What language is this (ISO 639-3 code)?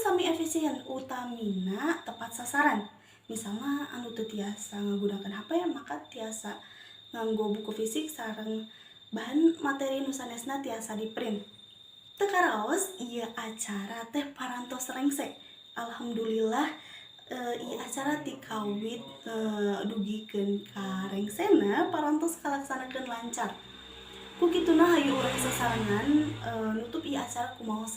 sun